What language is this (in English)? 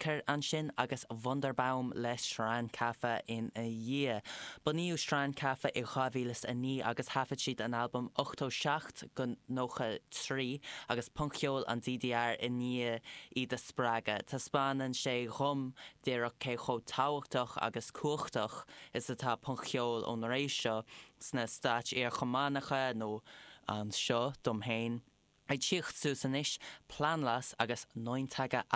Irish